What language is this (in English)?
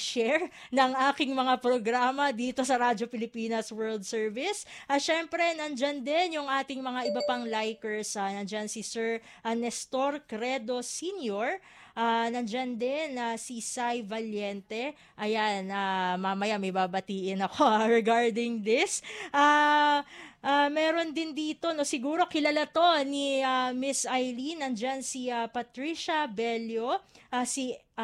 Filipino